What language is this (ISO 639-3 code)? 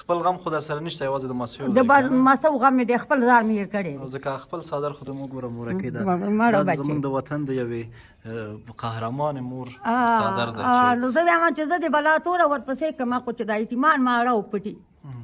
pus